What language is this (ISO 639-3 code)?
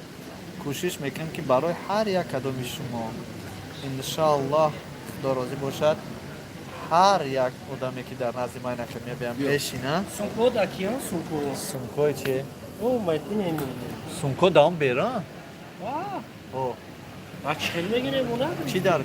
tgk